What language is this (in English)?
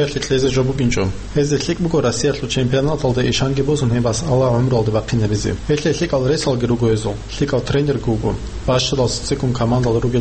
Avaric